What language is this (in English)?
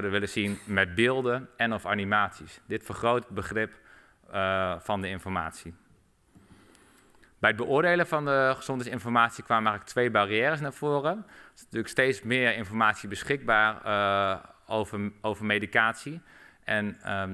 Dutch